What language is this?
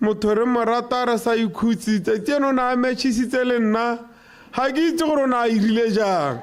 Tswana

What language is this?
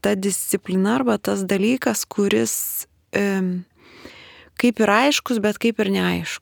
Lithuanian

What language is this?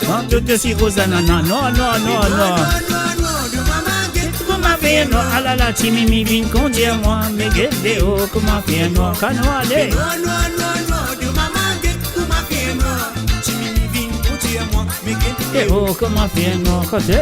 Morisyen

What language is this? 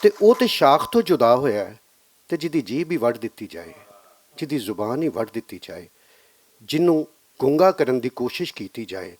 Western Panjabi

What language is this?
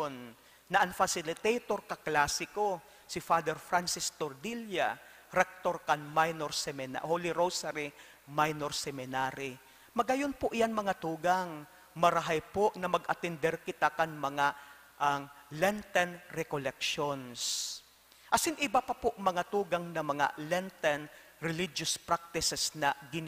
Bikol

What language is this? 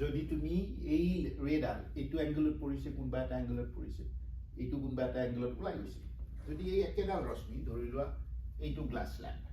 Assamese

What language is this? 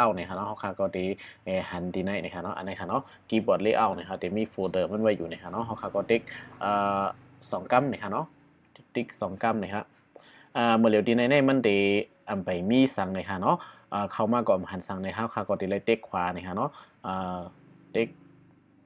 Shan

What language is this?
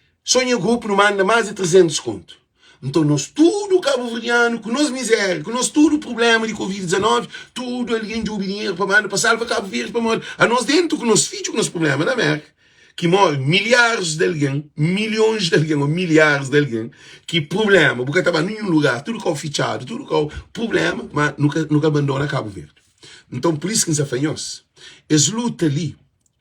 Kabuverdianu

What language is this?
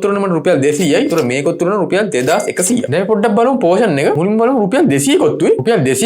Sinhala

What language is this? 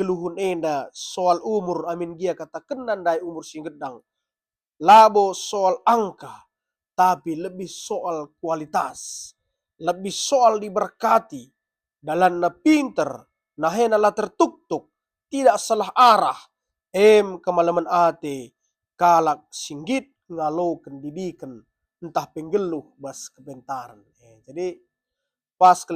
Batak Karo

